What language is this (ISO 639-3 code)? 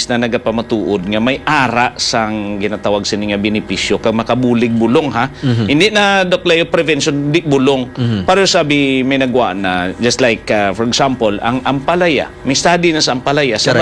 hil